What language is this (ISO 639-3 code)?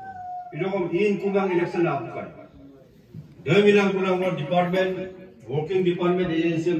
msa